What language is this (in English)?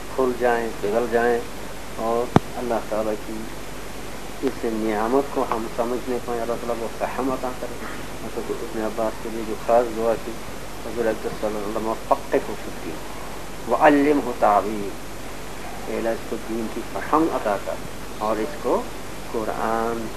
Urdu